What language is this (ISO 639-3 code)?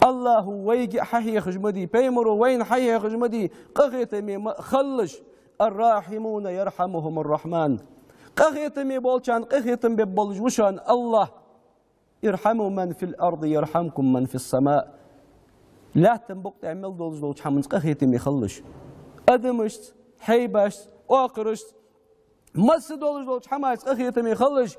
inh